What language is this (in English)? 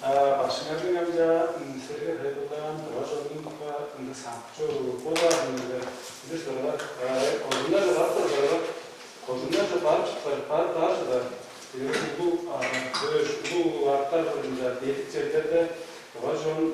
Tuvinian